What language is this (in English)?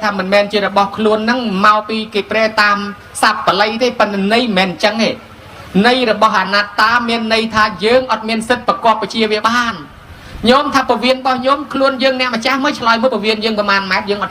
Khmer